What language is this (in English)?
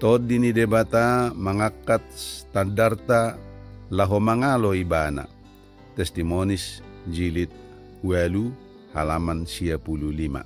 Batak Toba